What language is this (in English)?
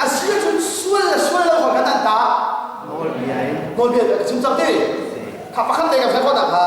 Hakha Chin